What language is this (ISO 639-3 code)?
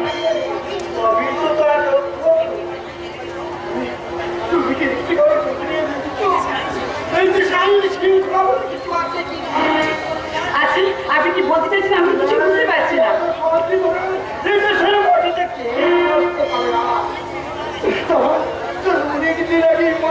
ben